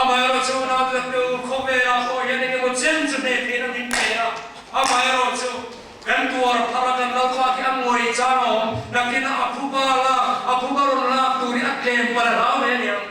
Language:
Mizo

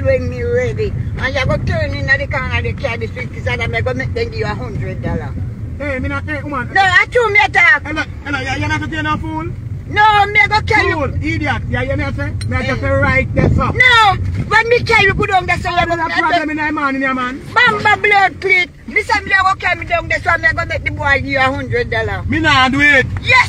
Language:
Jamaican Creole English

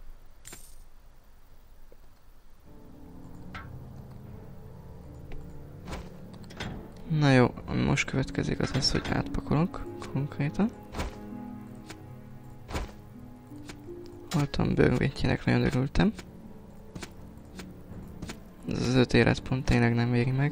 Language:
Hungarian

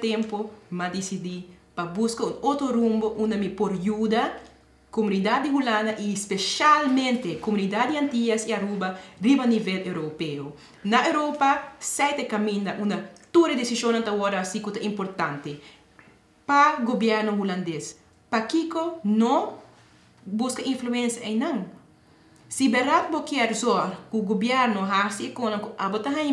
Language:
Papiamento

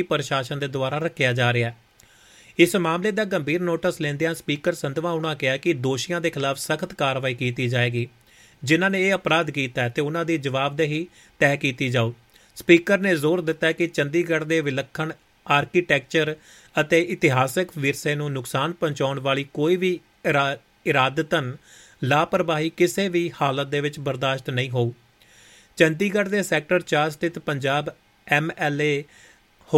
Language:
Punjabi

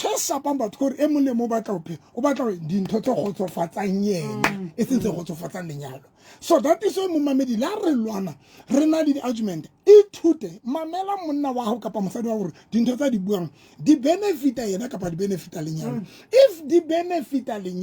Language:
Southern Sotho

